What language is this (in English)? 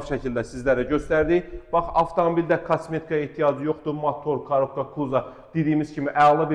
Azerbaijani